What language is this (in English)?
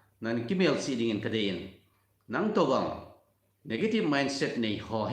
Thado Chin